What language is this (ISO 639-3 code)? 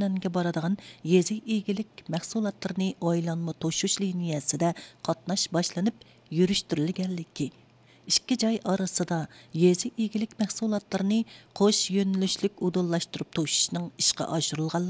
uig